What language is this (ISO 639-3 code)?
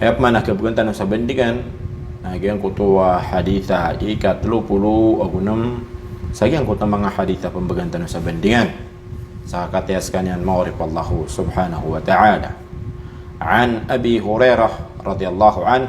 mrw